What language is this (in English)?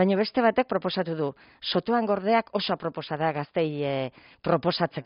Basque